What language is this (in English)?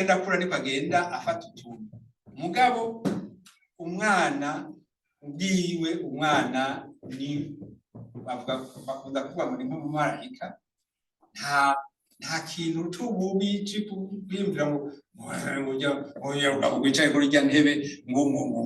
Rundi